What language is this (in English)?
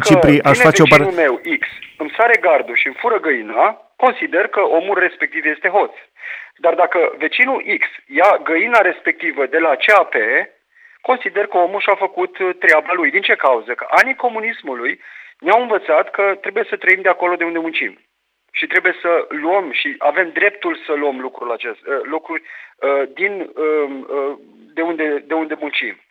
Romanian